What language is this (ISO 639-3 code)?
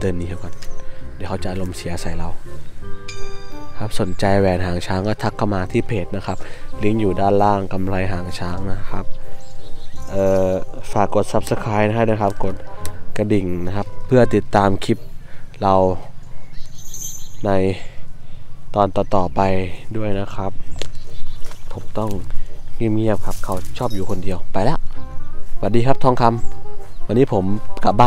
tha